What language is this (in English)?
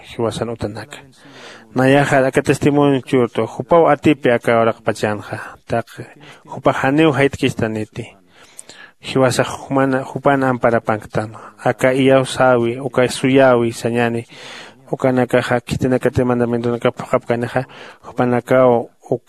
Aymara